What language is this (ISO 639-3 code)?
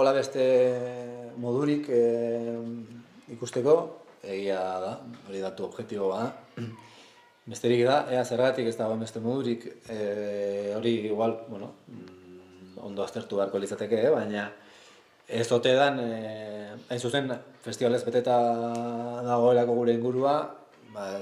eus